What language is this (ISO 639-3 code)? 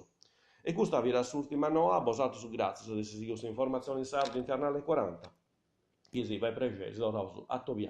srd